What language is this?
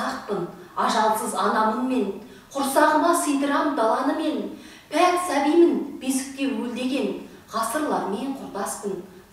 Kazakh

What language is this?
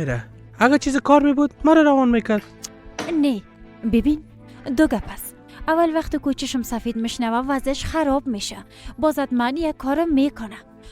Persian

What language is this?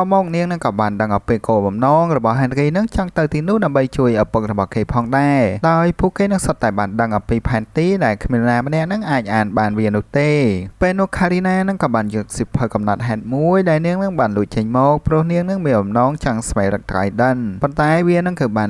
Khmer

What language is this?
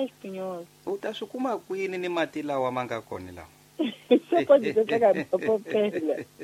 Tsonga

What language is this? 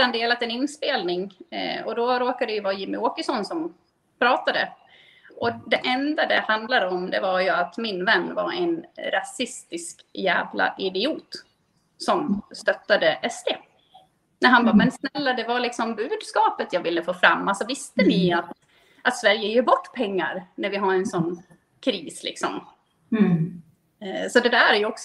Swedish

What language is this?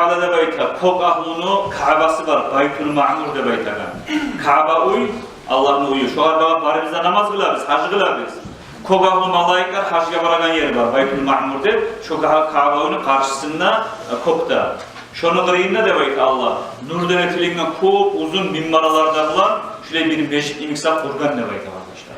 Kumyk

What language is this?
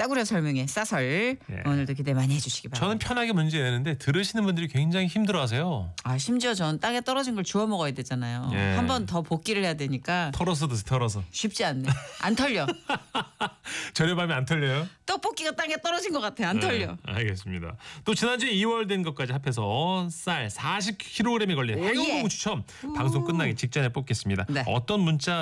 Korean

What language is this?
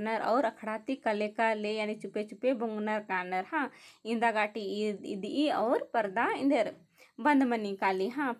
Kurukh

